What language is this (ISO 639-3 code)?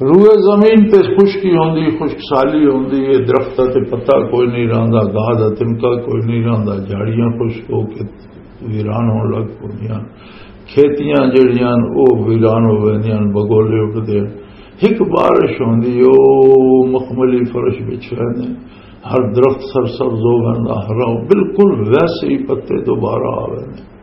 lah